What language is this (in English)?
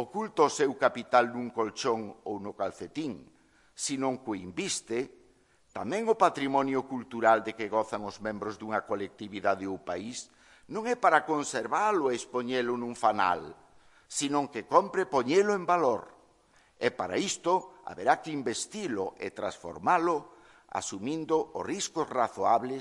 Galician